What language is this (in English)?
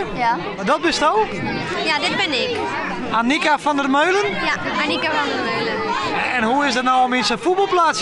Western Frisian